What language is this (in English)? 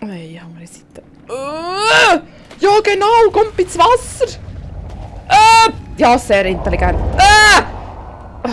Swiss German